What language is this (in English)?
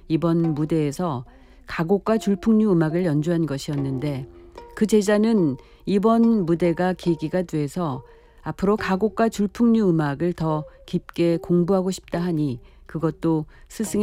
Korean